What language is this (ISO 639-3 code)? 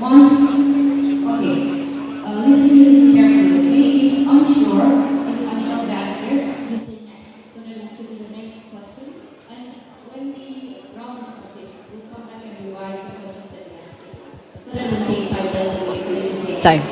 nmf